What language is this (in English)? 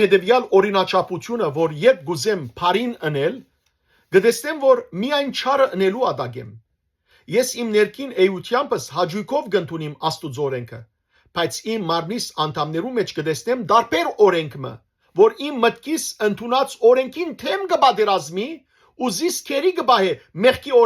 Western Armenian